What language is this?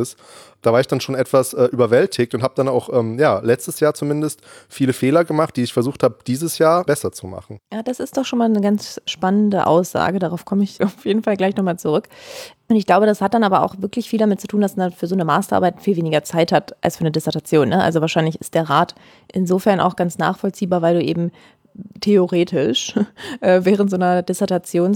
German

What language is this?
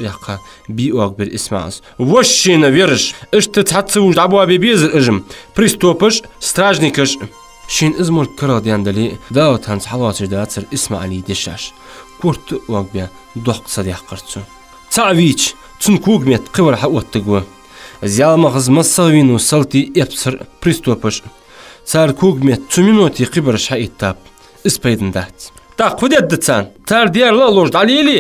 Ingush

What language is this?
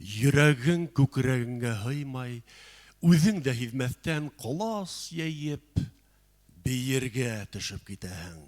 Bashkir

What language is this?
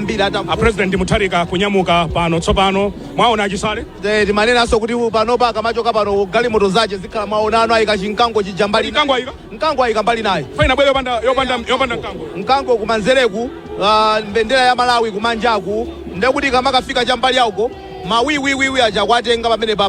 Nyanja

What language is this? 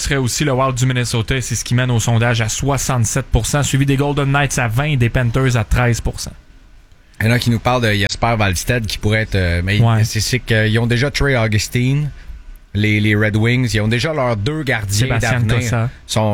French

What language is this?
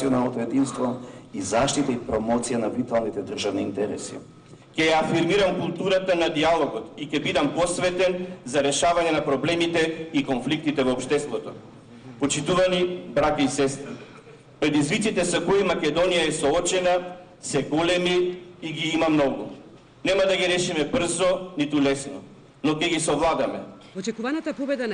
Macedonian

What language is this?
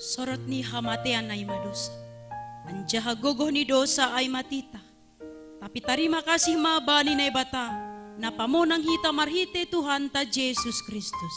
Batak Simalungun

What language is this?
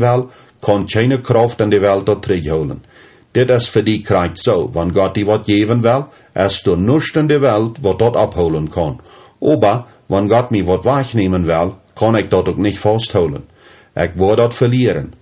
Plautdietsch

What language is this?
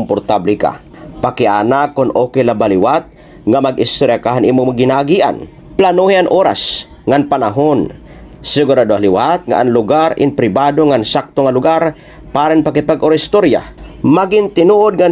Waray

